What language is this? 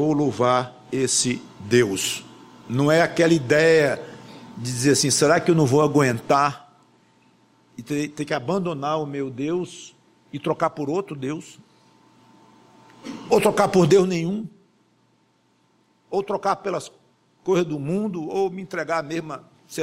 Portuguese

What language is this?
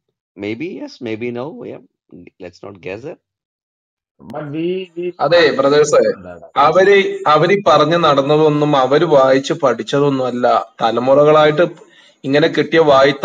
Malayalam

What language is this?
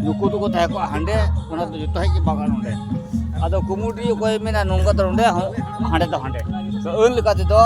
Santali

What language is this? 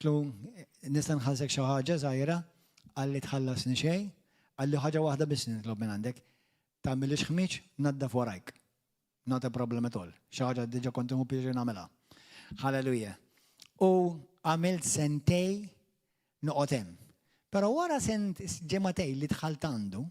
Maltese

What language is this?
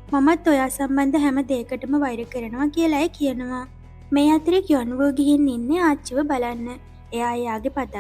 Sinhala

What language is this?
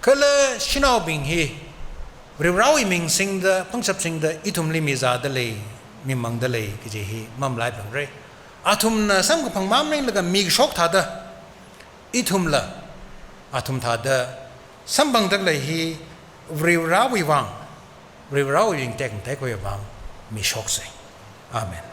Tangkhul Naga (India)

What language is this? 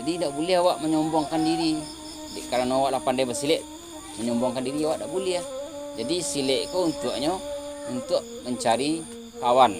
Minangkabau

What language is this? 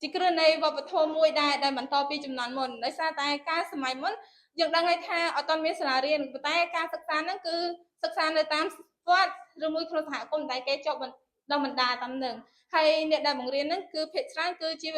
Khmer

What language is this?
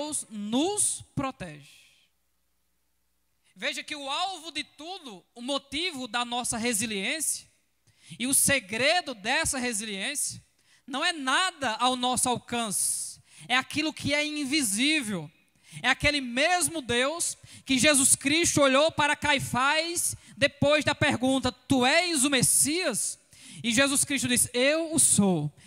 Portuguese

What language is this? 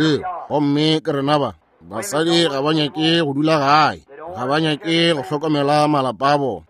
Northern Sotho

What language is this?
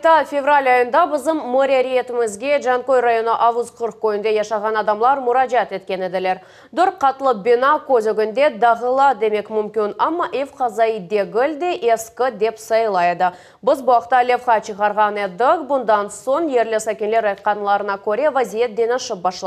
Crimean Tatar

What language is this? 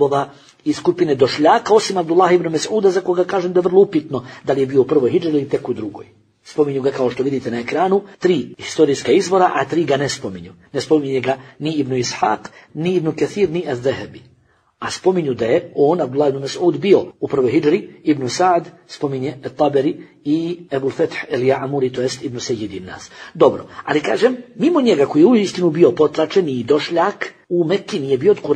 Bosnian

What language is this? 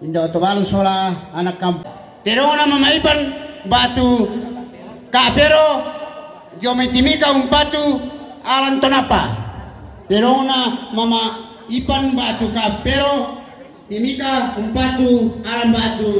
Toraja-Sa'dan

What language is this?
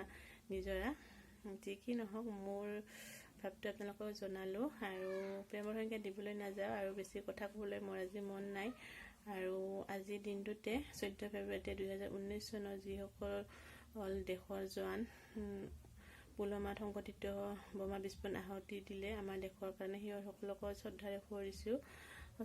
Assamese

